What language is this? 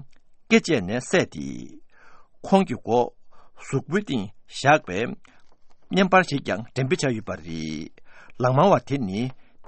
Tibetan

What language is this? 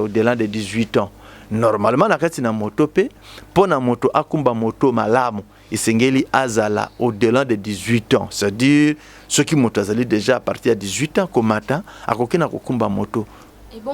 Lingala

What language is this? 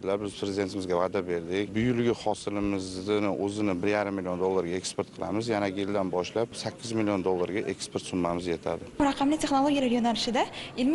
Uzbek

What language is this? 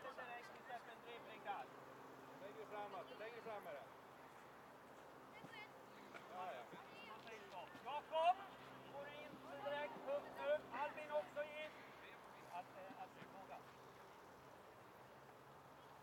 Swedish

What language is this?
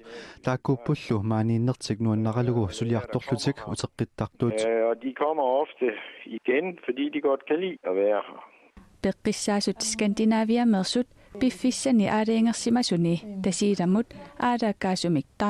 Kalaallisut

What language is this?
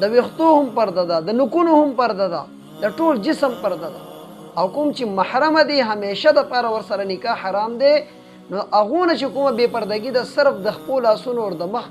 Pashto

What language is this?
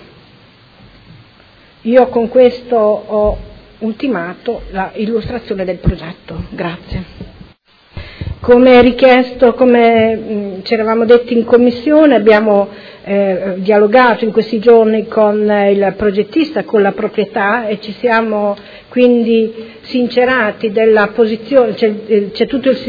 Italian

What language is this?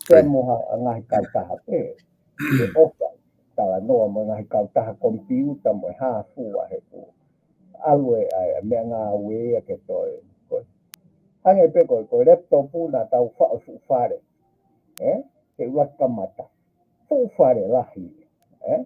Tongan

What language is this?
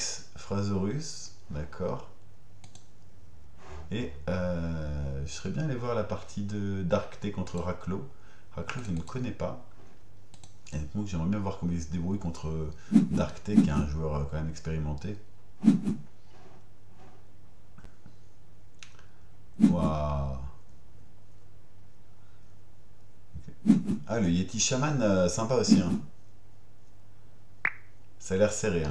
French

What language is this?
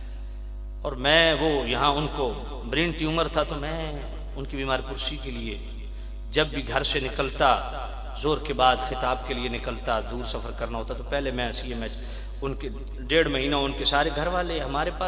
Urdu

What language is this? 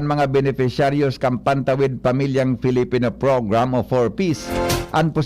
Bikol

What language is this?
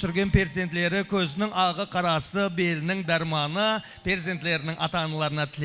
Kara-Kalpak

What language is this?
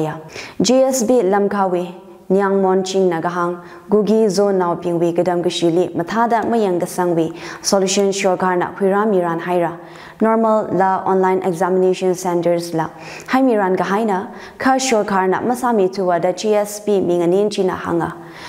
Tangkhul Naga (India)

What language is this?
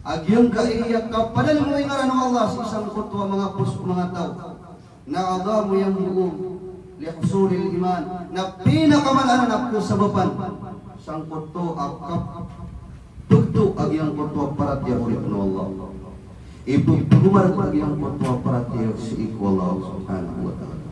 Maranao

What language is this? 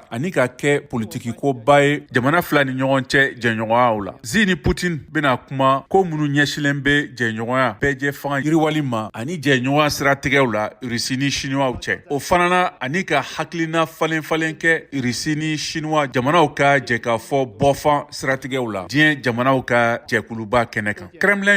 Bambara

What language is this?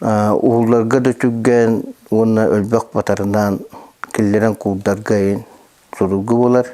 Yakut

